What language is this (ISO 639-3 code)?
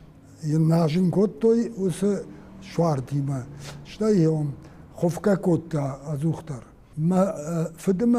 oss